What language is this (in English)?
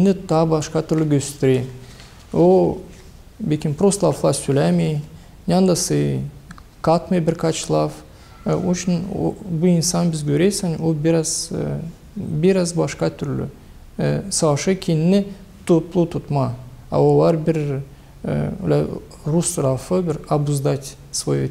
Gagauz